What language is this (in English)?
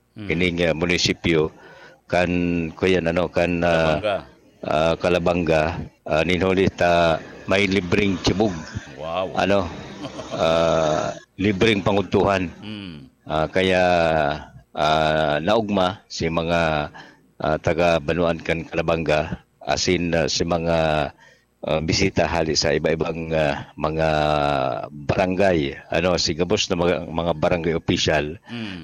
Bikol